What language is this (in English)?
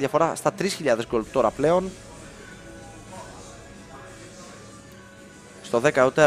Greek